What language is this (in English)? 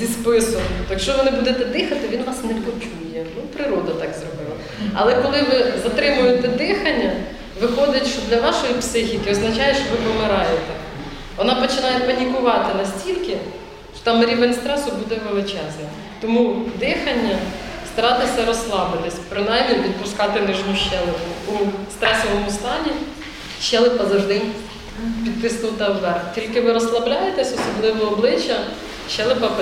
Ukrainian